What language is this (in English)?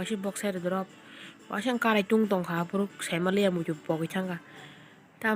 Kok Borok